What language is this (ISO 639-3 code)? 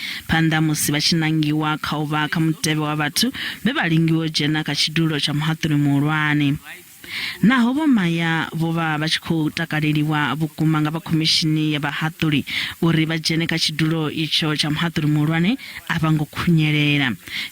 ven